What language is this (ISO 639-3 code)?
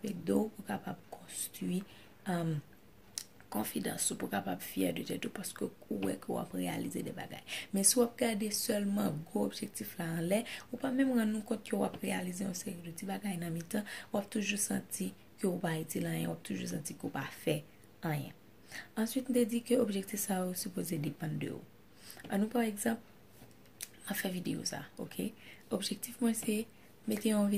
hat